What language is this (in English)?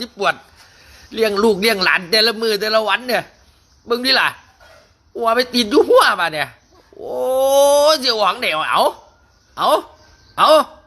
Lao